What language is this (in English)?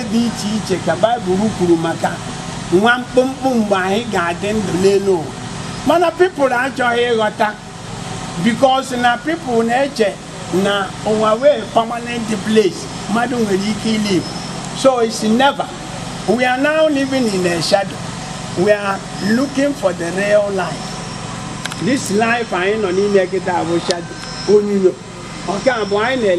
Igbo